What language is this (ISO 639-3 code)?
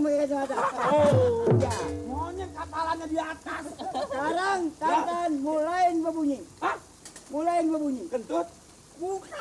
bew